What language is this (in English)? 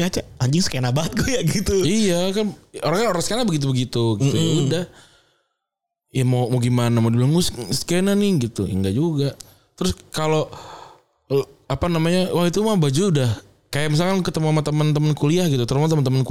Indonesian